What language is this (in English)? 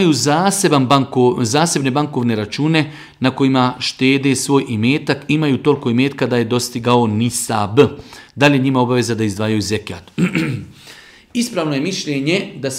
Bosnian